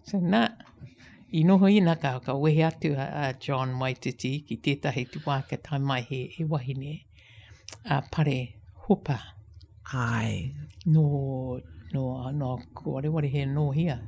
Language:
Māori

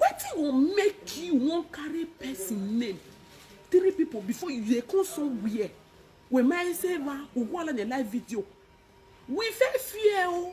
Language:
Nigerian Pidgin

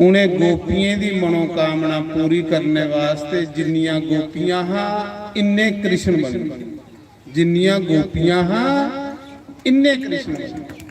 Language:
Dogri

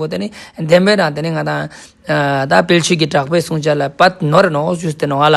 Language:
Ladakhi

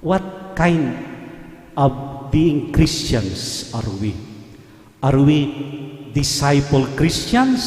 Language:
Pampanga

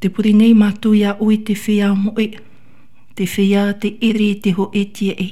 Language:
Tahitian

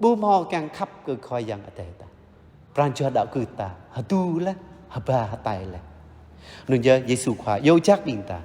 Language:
Jarai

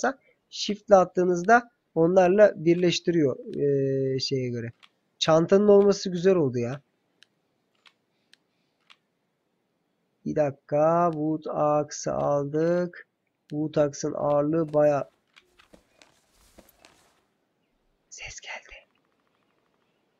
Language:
Turkish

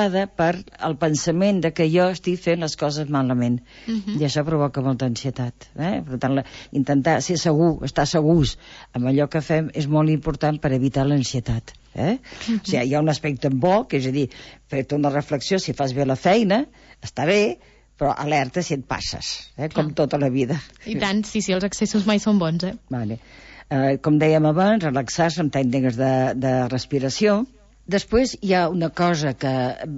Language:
Catalan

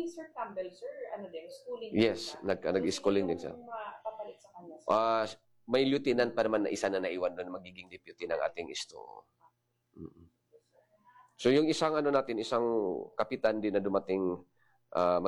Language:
Filipino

